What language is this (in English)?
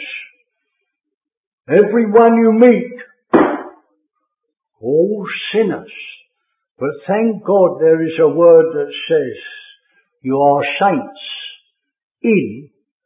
English